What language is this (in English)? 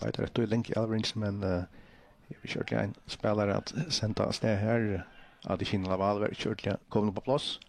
Faroese